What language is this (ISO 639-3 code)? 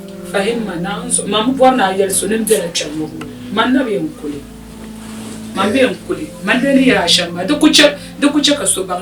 dag